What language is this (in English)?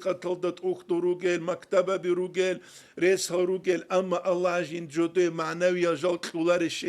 Avaric